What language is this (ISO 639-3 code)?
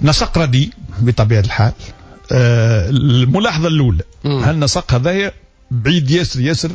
aeb